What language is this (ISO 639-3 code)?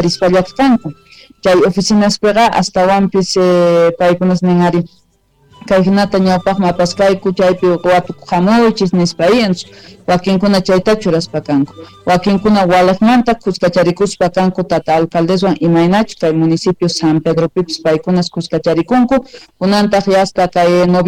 quh